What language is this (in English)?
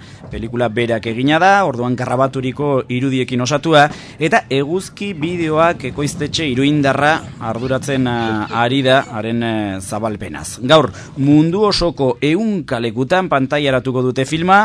Basque